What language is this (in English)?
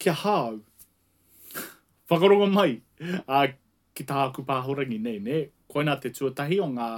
Māori